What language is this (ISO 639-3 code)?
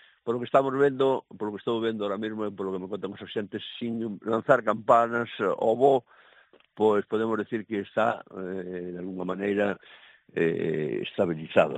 glg